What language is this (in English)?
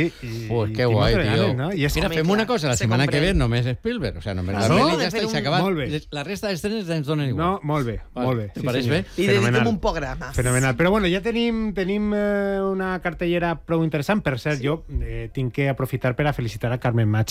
Catalan